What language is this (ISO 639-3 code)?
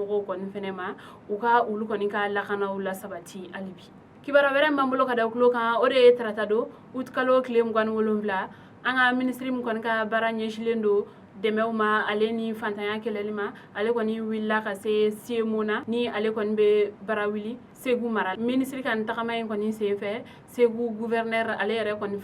bam